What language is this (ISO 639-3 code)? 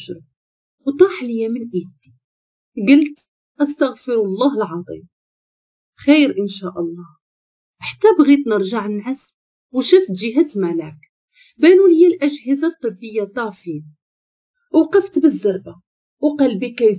ary